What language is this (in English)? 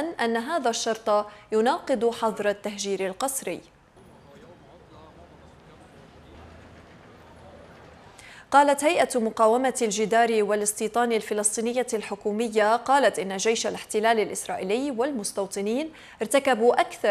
Arabic